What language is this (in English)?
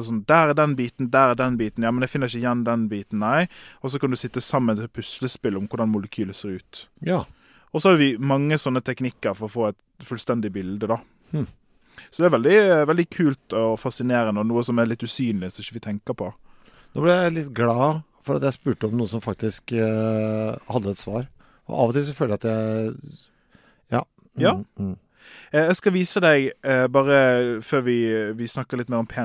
Norwegian